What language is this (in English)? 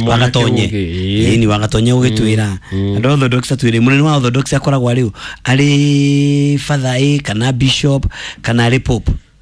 Kikuyu